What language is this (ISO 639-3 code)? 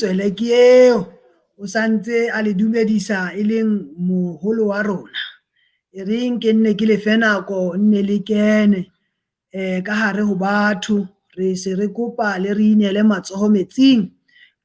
sot